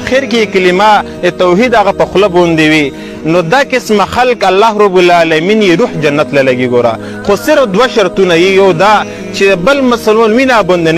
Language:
Pashto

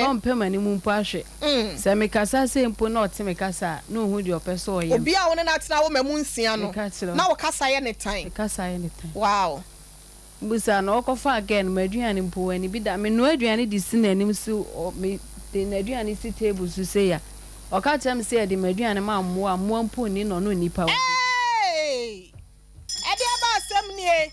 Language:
Akan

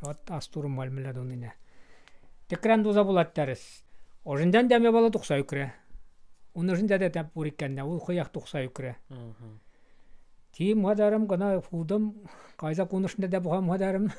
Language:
Chuvash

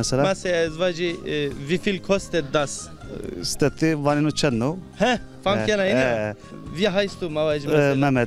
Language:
Zaza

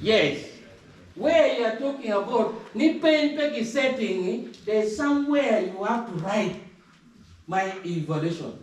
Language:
Acoli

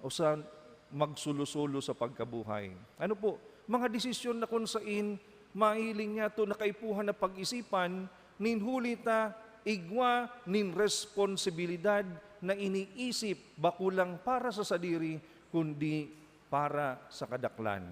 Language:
Bikol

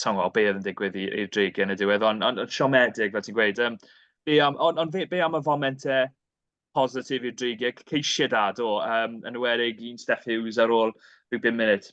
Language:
Welsh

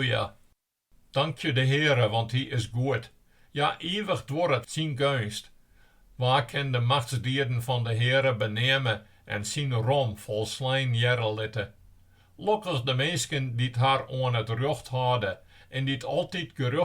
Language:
Western Frisian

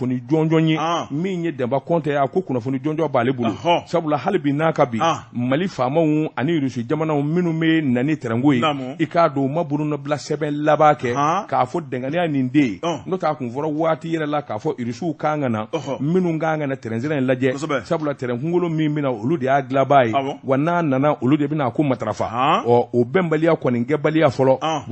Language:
Bambara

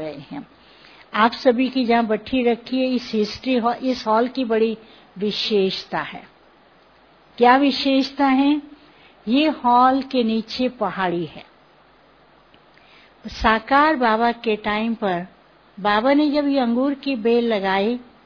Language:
Hindi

